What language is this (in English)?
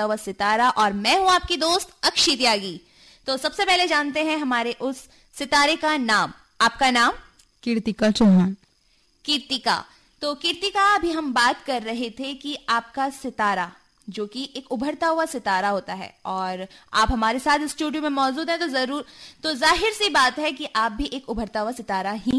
Hindi